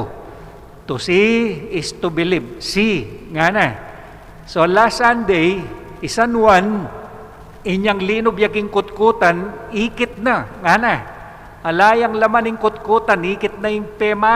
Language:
Pampanga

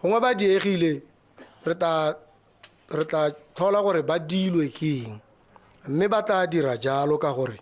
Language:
Tswana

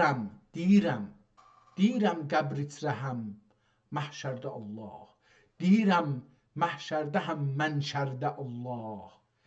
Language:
South Azerbaijani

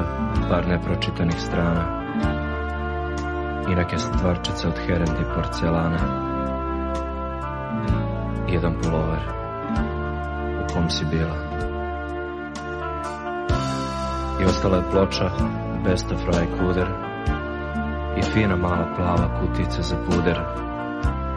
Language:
Serbian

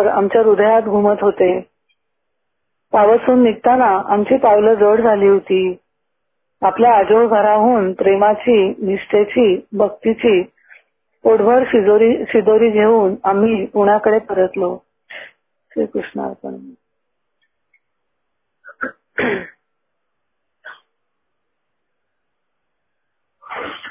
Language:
Marathi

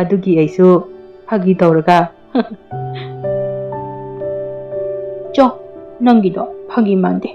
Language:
Manipuri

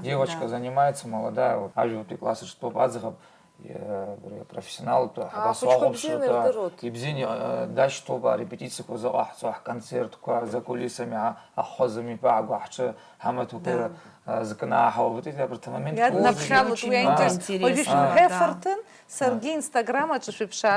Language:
Abkhazian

